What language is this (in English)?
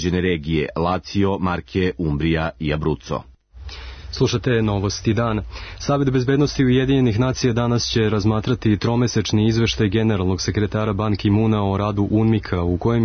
Serbian